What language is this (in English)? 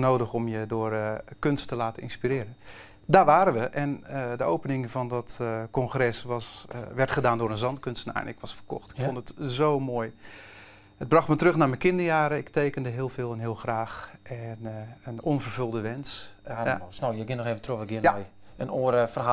Western Frisian